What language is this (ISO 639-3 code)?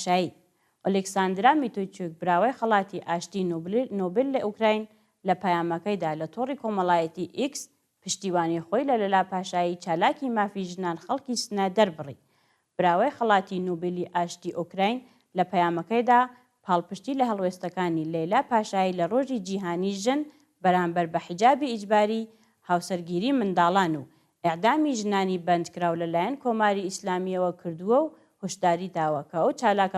ckb